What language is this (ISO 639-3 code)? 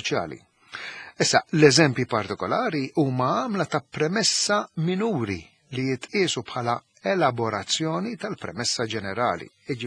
mlt